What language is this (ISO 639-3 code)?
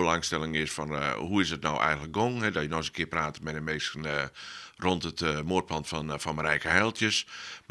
fry